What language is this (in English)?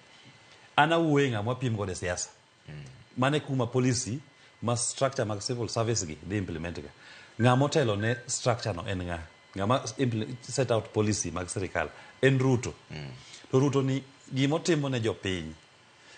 Luo (Kenya and Tanzania)